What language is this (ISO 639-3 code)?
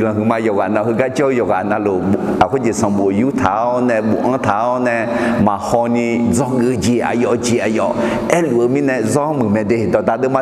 ahk